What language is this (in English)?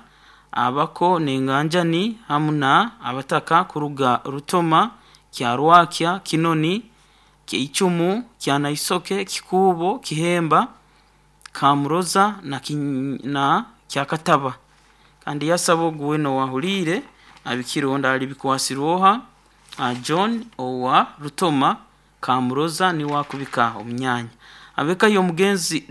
Nyoro